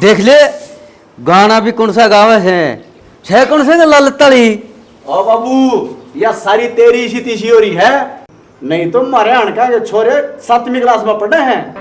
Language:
Haryanvi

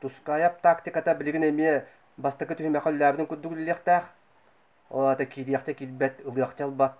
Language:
Yakut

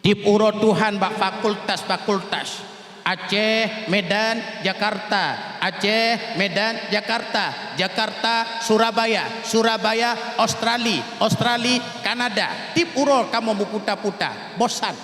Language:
Achinese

